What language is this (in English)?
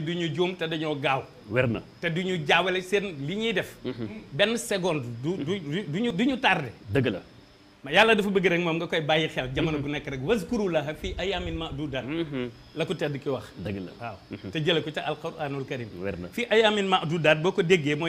Wolof